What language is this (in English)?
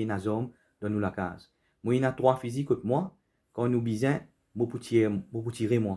Morisyen